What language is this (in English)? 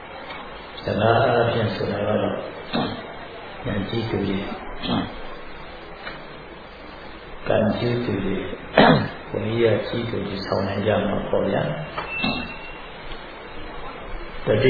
Burmese